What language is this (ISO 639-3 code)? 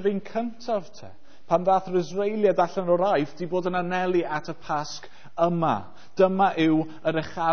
cym